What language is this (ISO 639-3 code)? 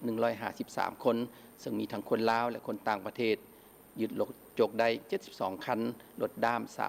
lao